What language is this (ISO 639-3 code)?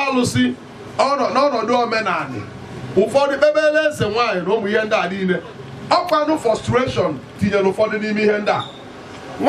ibo